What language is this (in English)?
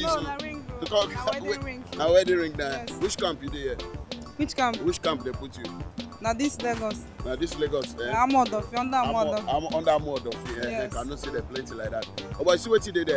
Nigerian Pidgin